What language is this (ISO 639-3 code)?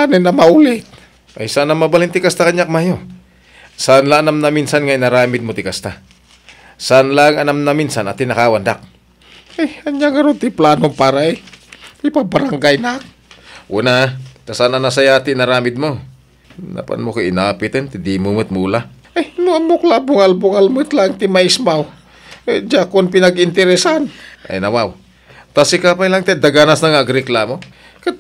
ilo